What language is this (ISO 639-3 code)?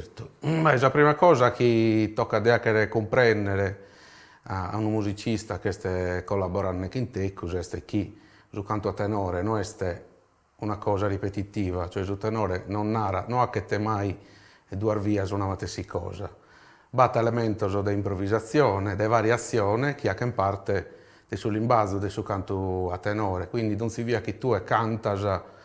srd